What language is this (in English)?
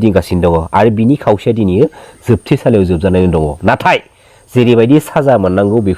Bodo